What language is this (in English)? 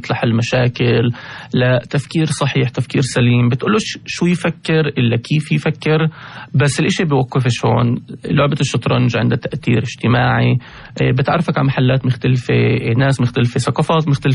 North Levantine Arabic